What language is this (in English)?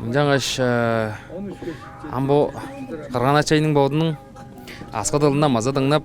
Tuvinian